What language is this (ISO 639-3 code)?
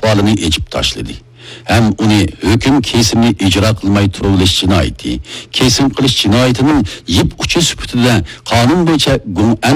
uig